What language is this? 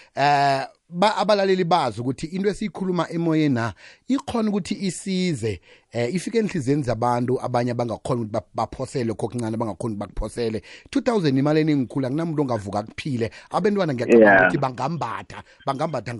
South Ndebele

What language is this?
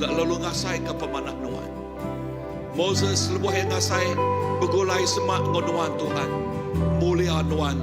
Iban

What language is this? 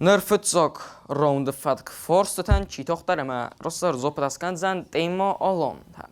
Ossetic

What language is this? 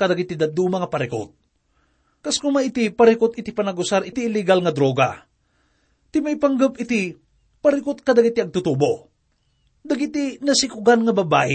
Iloko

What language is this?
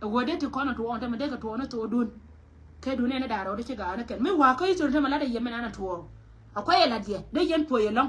Nuer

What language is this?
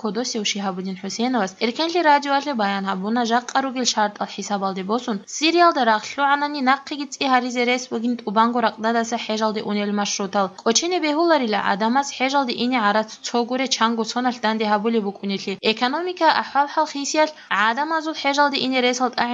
Avaric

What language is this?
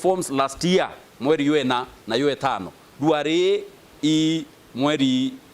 Meru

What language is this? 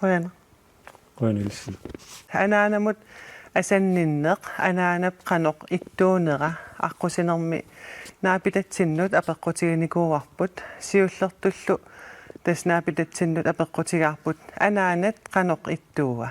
Kalaallisut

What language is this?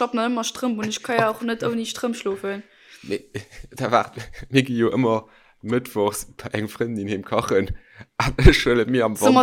Luxembourgish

